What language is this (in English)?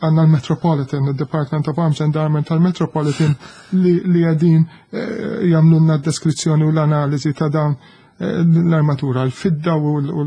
Maltese